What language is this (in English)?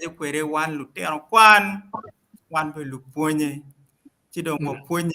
Acoli